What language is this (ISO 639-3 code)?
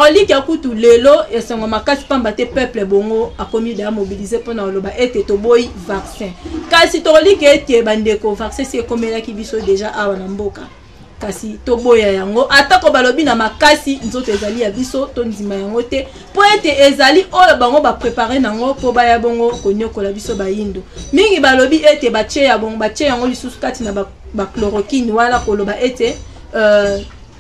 lin